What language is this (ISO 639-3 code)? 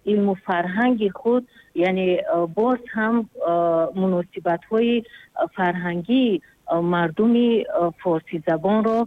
tgk